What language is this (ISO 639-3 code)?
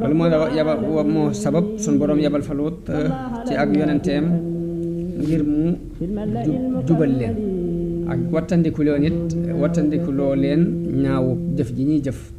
wol